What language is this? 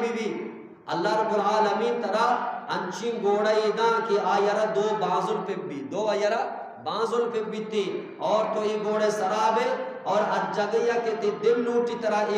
Eastern Balochi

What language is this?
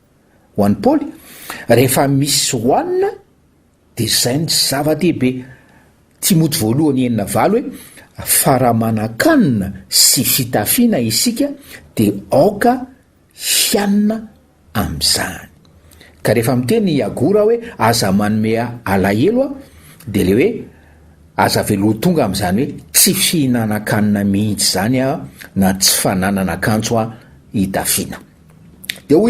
Malagasy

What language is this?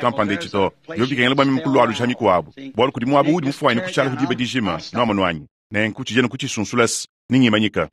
Luba-Lulua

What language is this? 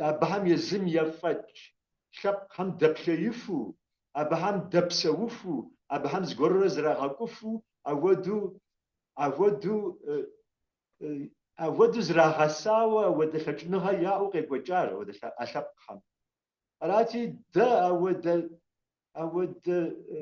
Kabardian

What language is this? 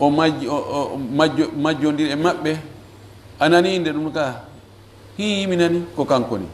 Fula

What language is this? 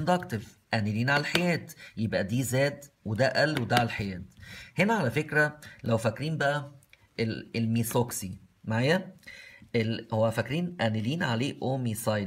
Egyptian Arabic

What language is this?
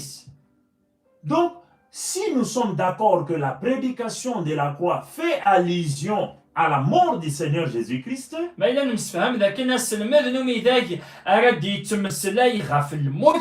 Kabyle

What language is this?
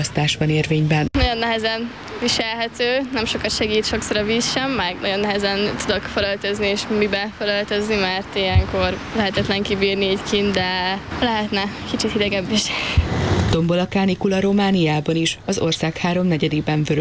Hungarian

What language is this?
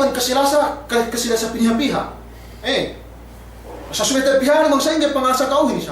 Yakan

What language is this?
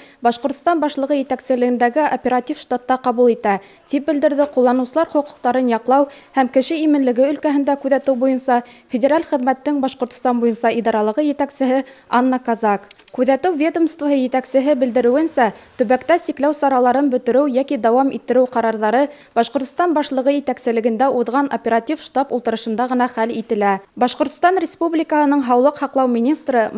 Bashkir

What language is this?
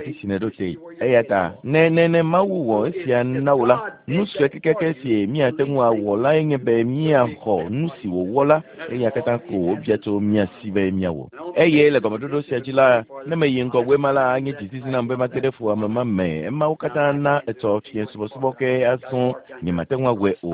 Ewe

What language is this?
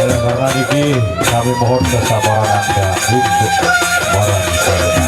Sasak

